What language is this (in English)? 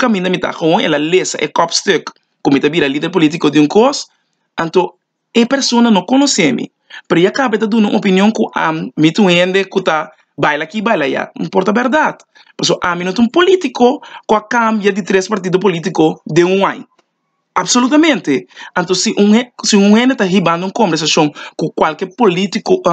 Papiamento